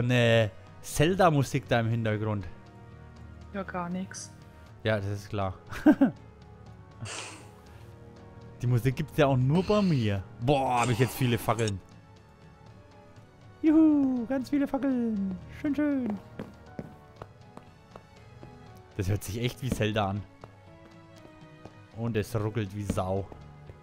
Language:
German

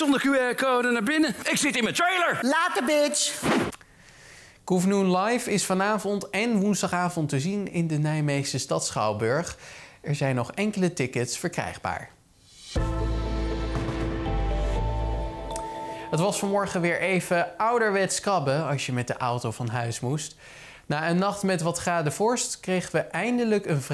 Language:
Dutch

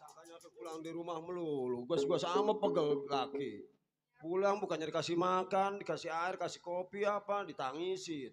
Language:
Betawi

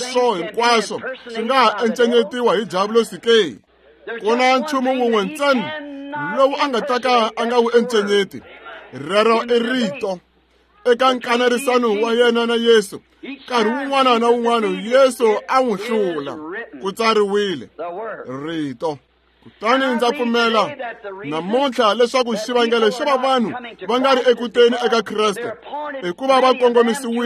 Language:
Tsonga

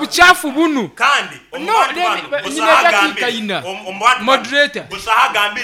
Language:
Nyoro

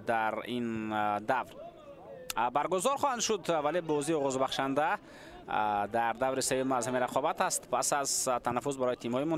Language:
Tajik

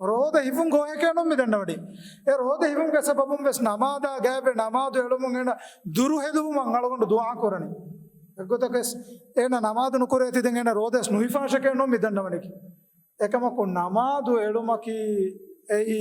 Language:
Divehi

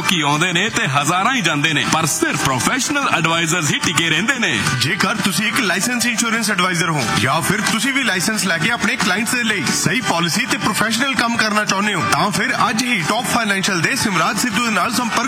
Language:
Punjabi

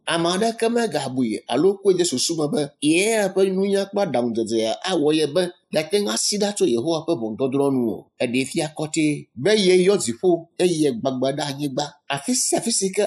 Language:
Ewe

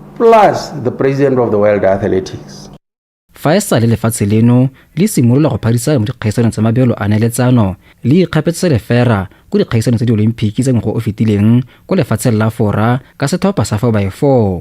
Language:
Tswana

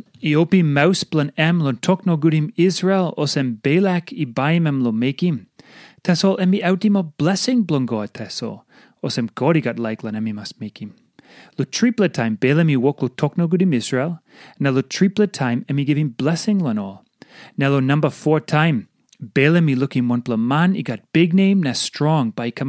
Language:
Tok Pisin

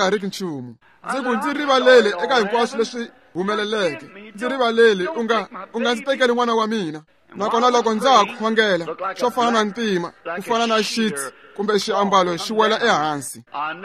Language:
Tsonga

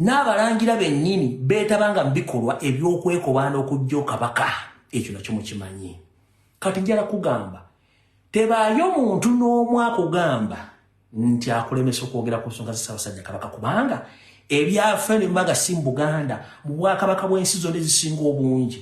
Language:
Ganda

